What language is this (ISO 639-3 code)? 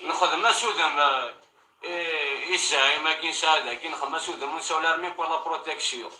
kab